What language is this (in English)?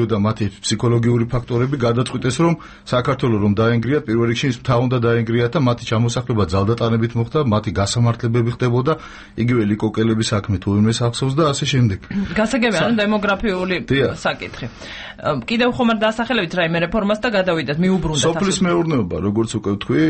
Georgian